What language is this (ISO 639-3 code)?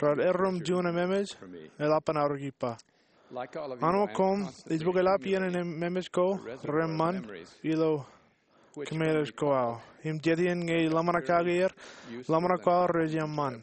mah